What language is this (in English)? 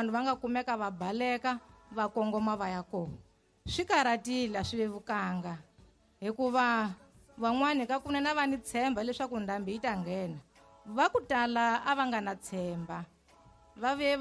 Tsonga